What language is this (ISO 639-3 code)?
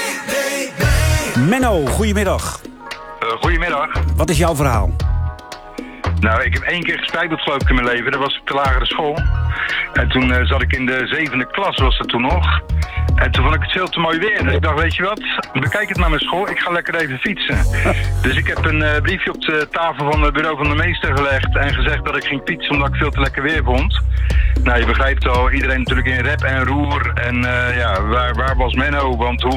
nld